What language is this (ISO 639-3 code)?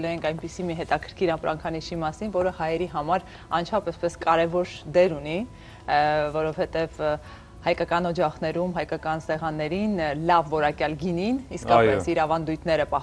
hye